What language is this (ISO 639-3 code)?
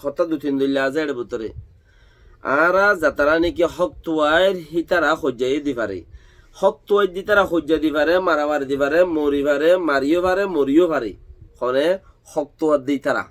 rhg